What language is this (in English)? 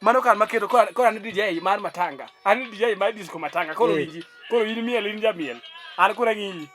Luo (Kenya and Tanzania)